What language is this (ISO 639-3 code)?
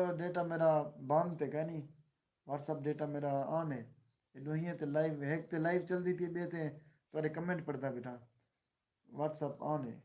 skr